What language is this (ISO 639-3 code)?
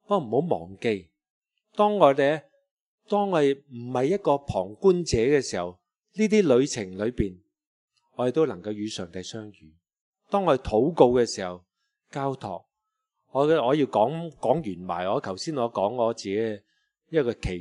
yue